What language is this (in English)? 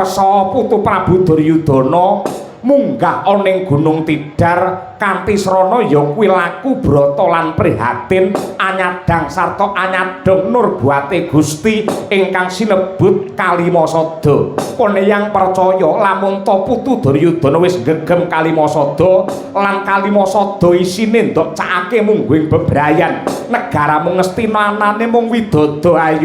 Javanese